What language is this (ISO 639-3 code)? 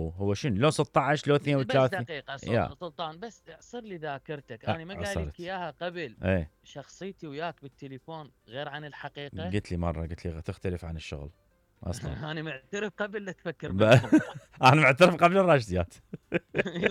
acm